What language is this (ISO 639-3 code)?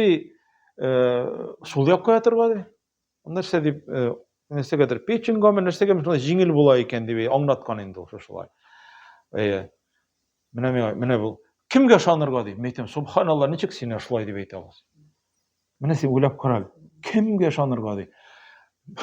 tat